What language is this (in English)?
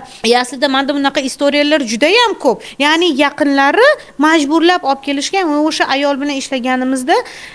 Uzbek